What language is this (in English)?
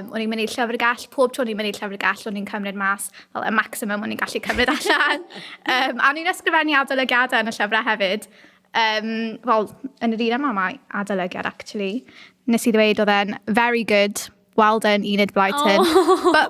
Welsh